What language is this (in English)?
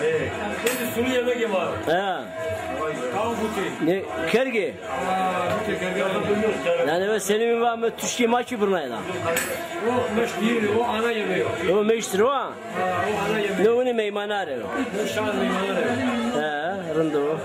Zaza